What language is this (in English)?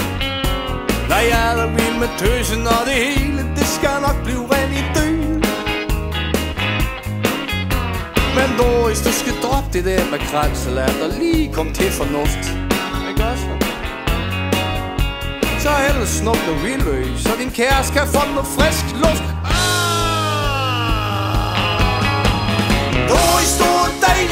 Danish